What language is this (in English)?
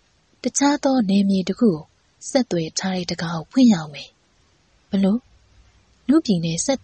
Burmese